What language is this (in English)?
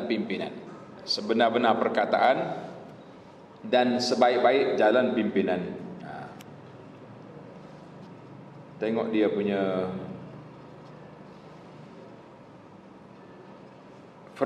Malay